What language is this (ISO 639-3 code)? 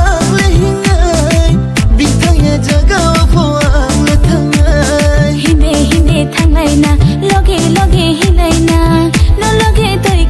trp